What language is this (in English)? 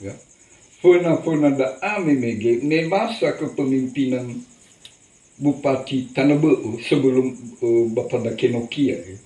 Nias